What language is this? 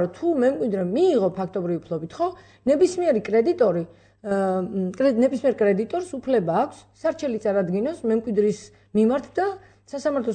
Georgian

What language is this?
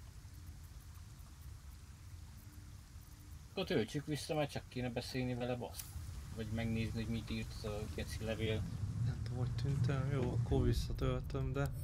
Hungarian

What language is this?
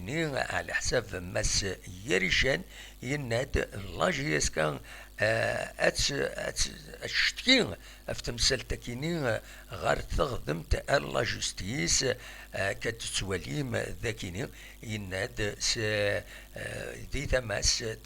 Kabyle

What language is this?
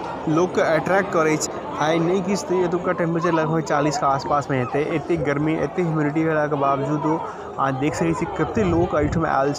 Maithili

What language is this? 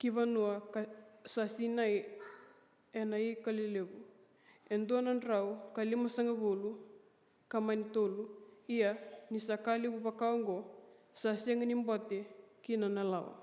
Fijian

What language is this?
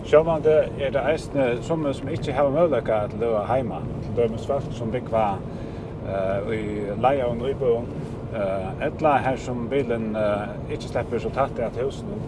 Faroese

